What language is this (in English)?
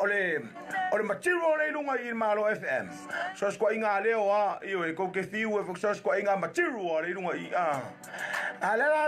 Samoan